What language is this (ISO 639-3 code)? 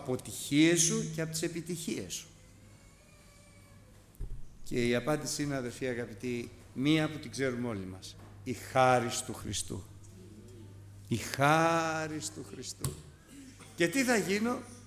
ell